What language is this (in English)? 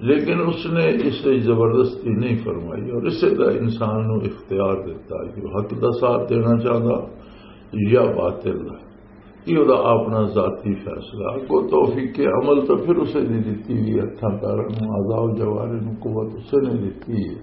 Western Panjabi